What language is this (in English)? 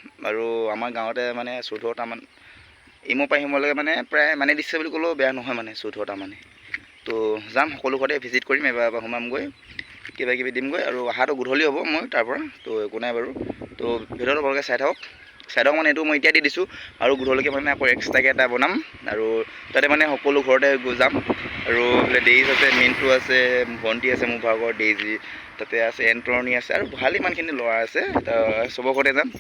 Assamese